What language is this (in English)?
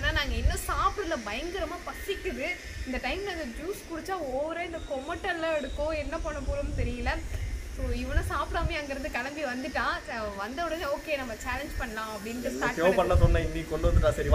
Tamil